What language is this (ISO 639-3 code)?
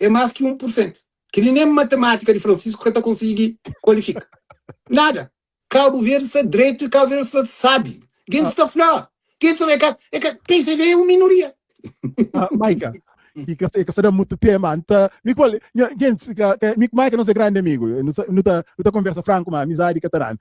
kea